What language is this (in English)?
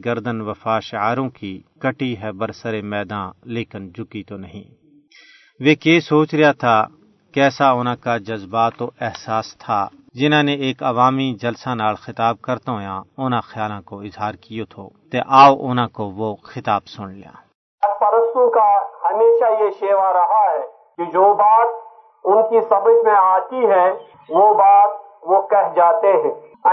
Gujari